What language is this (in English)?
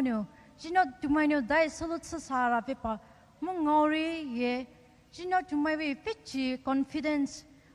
Poumei Naga